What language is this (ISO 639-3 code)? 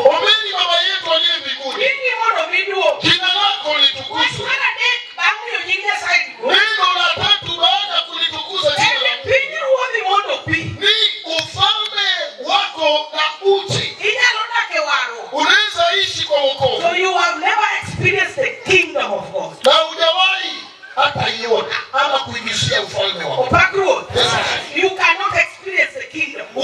luo